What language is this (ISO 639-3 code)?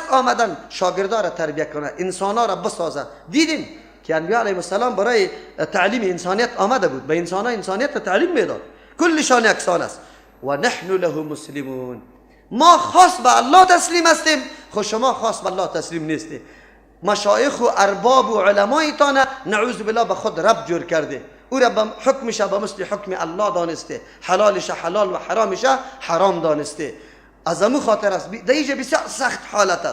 fas